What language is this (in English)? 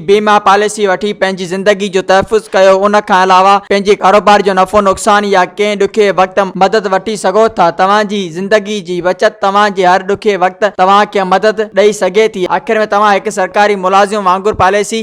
Sindhi